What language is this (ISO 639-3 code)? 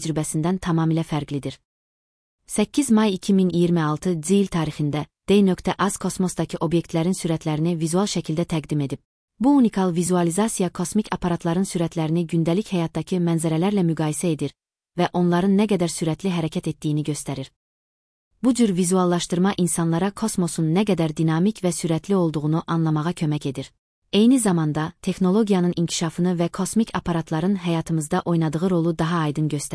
aze